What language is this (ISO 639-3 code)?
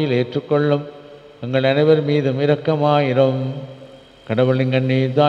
tam